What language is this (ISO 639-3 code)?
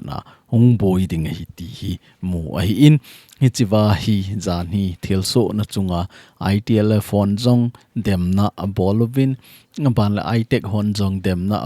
tcz